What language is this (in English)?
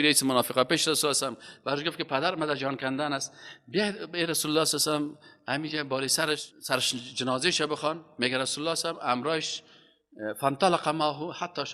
Persian